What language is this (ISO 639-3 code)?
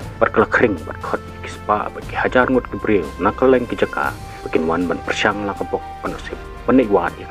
kha